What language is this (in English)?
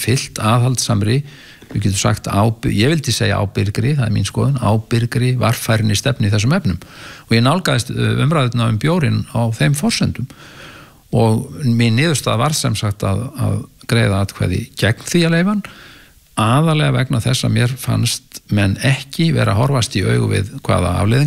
Icelandic